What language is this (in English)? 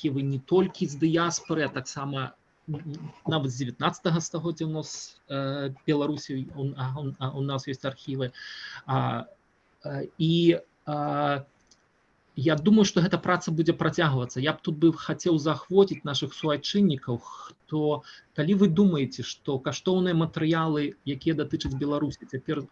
Belarusian